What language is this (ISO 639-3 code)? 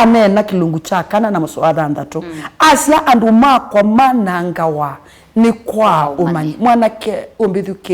kam